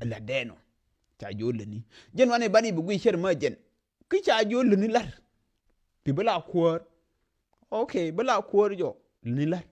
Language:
Nuer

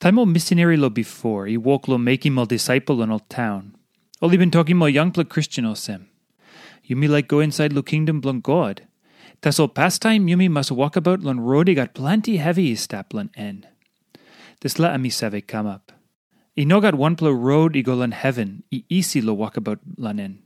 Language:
Tok Pisin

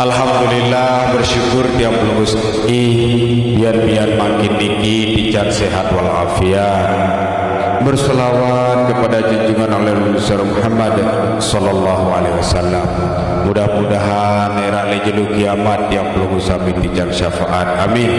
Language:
Sasak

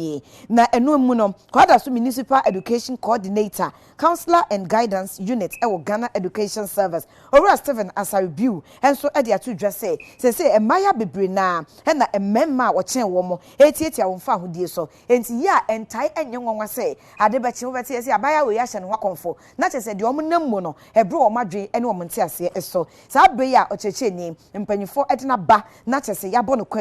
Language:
Akan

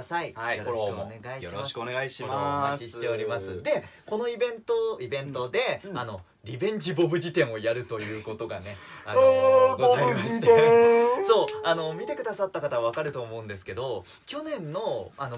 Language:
Japanese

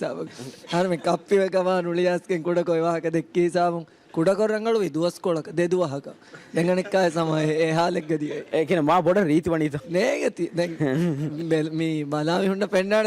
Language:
Divehi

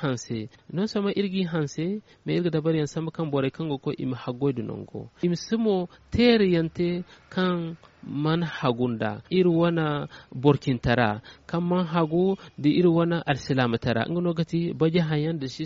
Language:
Zarma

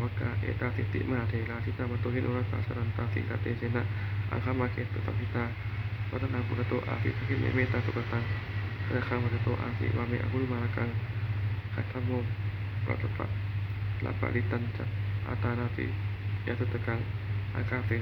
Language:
Pali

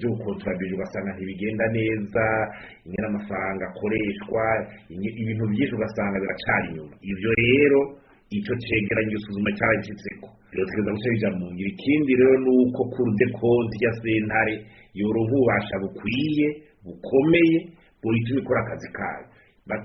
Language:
Rundi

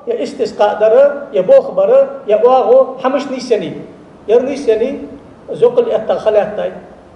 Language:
Ingush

